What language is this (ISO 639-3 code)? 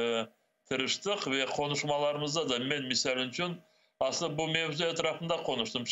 crh